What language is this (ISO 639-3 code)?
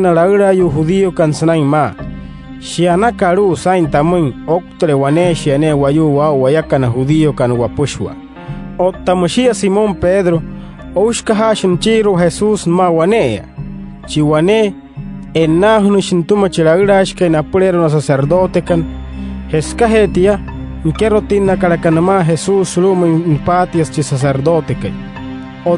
guc